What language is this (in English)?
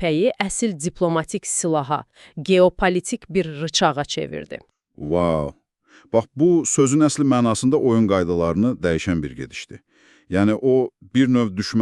Azerbaijani